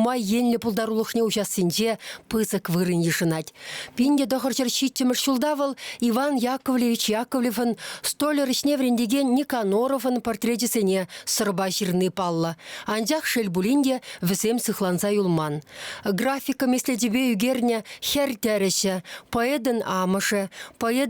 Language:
Chuvash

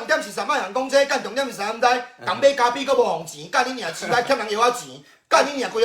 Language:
Min Nan Chinese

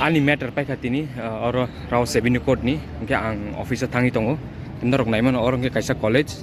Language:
Kok Borok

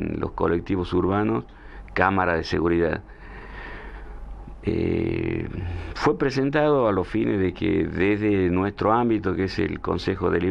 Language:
Spanish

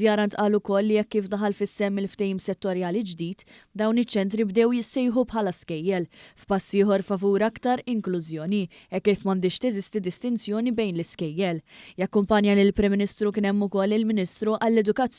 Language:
Maltese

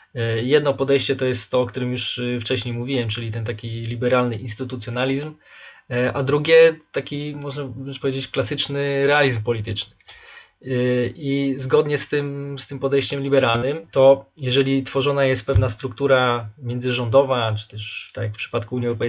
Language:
Polish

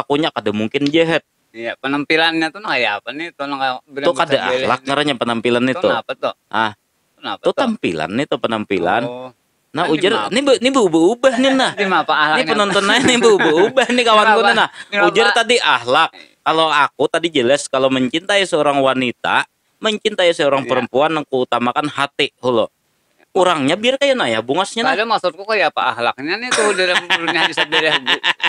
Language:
Banjar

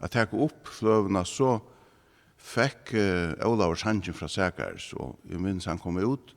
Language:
Faroese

